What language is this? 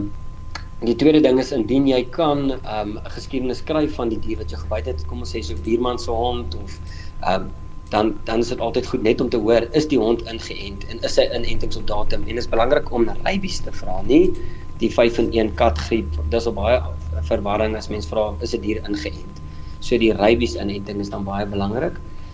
Afrikaans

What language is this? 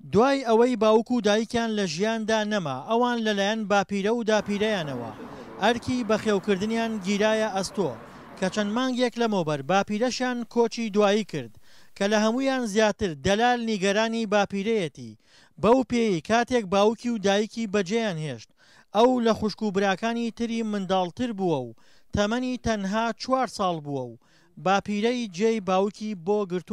Central Kurdish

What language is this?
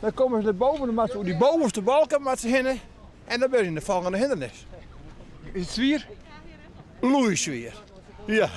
Western Frisian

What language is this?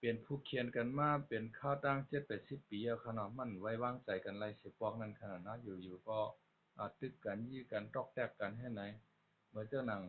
Shan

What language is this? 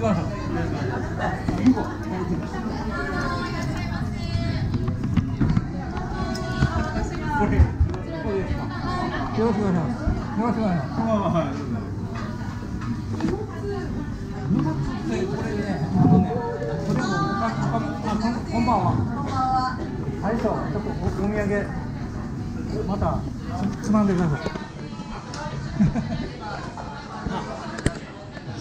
Japanese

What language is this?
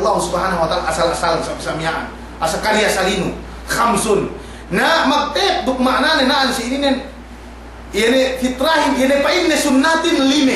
Yakan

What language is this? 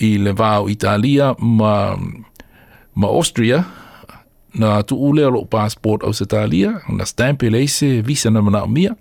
Samoan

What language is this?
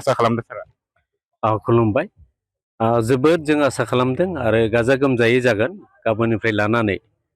Bodo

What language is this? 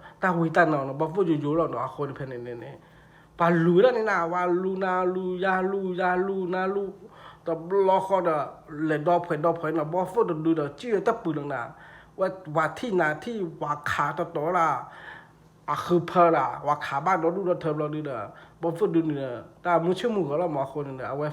S'gaw Karen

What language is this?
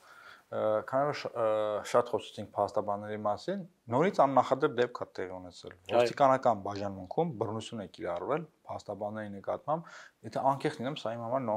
Armenian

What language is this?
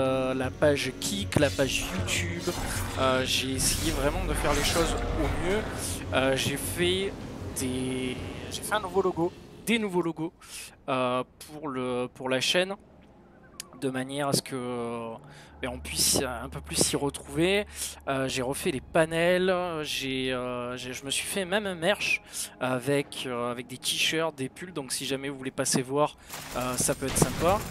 French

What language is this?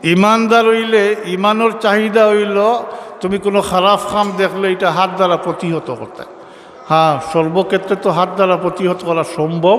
Sylheti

